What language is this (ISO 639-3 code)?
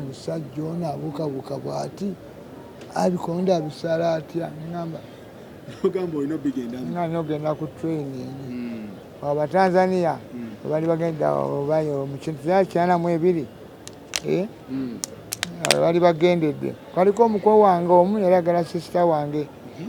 lug